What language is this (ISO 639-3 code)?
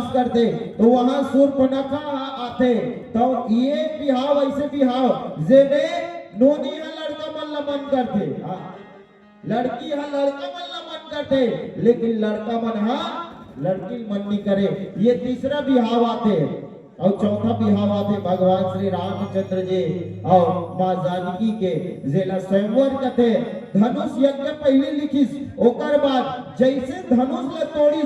hne